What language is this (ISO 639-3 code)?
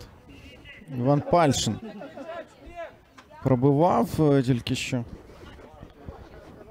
ukr